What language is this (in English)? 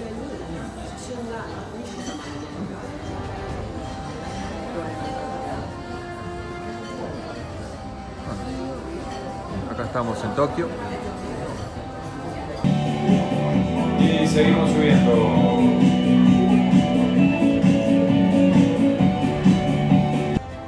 Spanish